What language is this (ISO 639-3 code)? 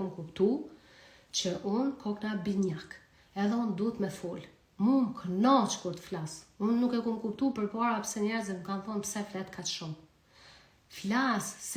sqi